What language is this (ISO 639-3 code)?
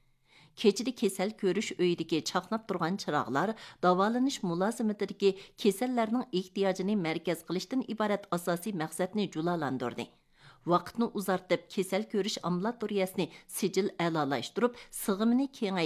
uig